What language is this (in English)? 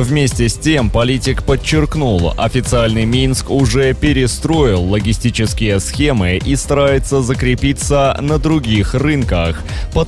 Russian